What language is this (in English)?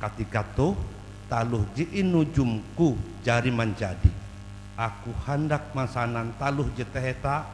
Ngaju